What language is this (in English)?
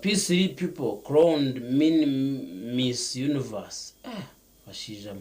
Nyankole